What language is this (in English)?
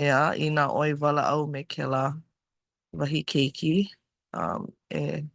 Hawaiian